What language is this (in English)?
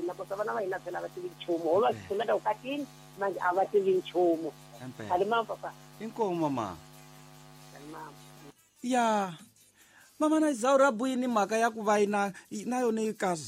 Tsonga